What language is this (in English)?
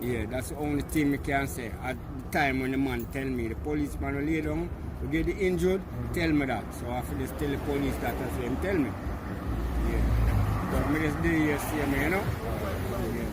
Jamaican Creole English